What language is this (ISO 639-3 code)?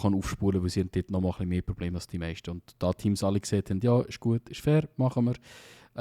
gsw